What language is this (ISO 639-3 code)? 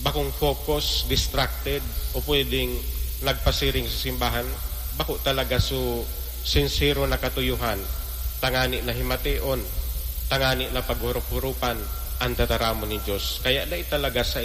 bik